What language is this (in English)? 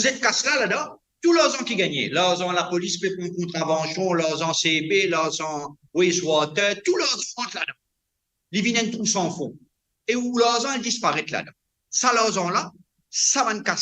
Morisyen